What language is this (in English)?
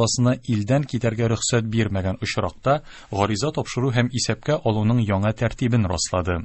Tatar